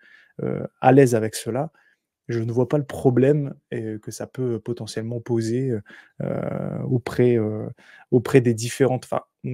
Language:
French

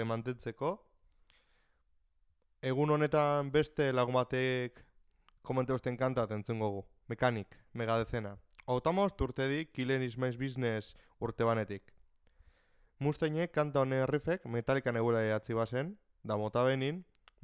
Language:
Basque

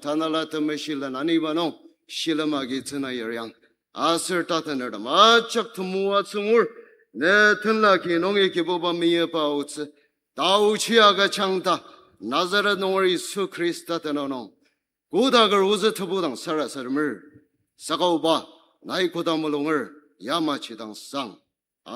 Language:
Ao Naga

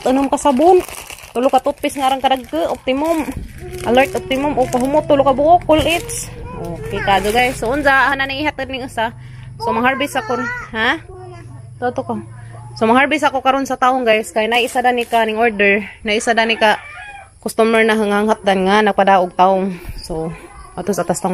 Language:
Cebuano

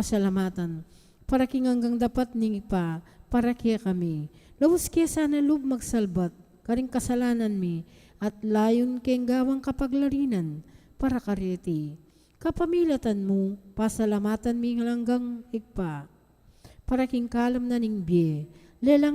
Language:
Pampanga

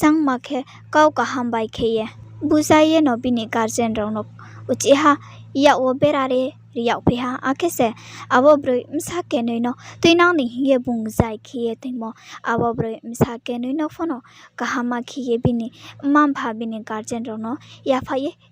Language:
Riang (India)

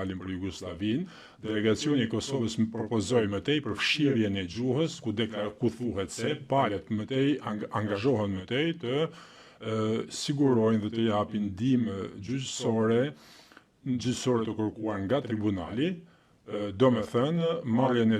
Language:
Albanian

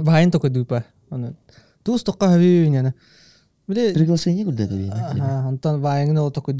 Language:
Yakut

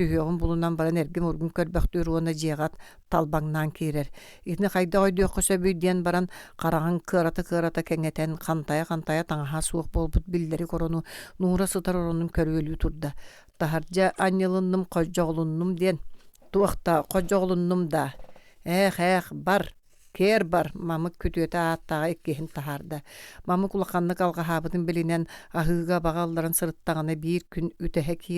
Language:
Yakut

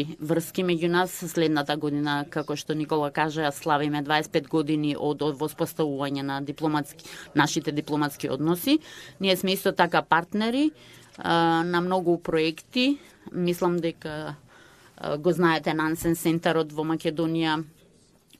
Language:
Macedonian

